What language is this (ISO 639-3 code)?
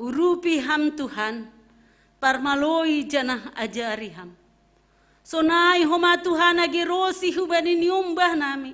bts